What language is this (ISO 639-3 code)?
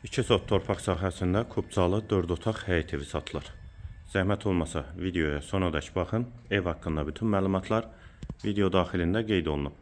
aze